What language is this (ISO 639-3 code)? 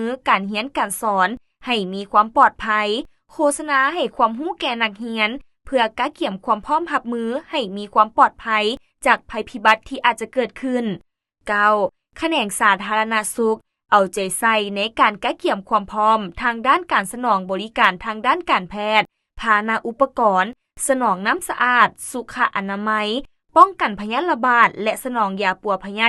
lao